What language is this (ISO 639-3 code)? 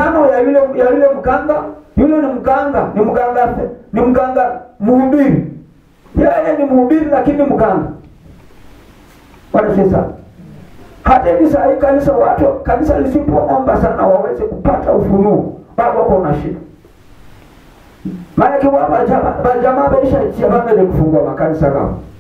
swa